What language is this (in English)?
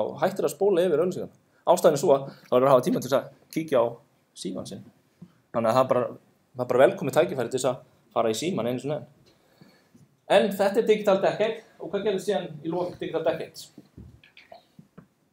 Icelandic